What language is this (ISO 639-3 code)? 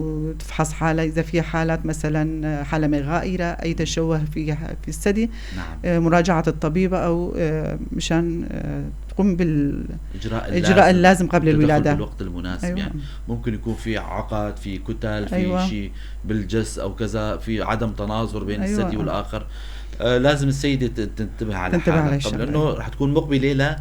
apc